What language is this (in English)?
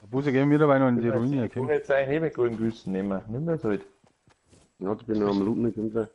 Bavarian